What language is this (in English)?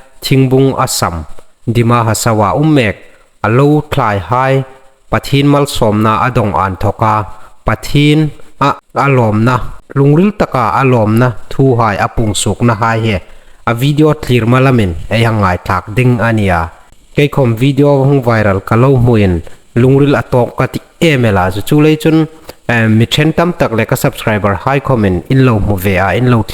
Hmar